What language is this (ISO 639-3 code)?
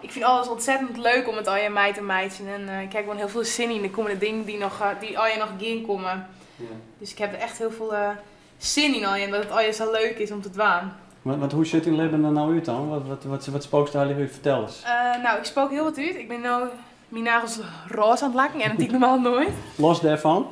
fry